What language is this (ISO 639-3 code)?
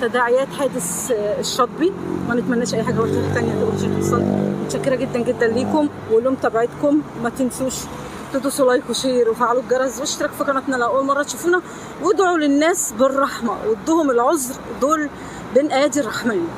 arz